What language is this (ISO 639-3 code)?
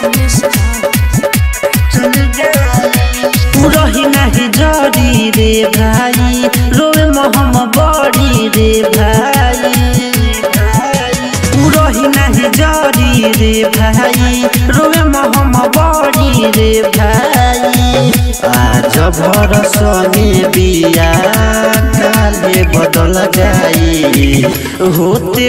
bho